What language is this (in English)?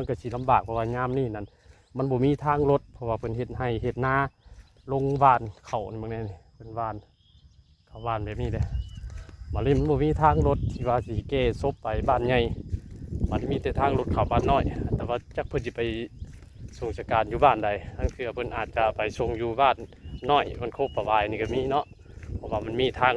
Northeastern Thai